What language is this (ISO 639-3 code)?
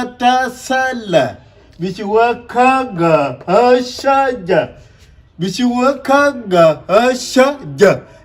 nus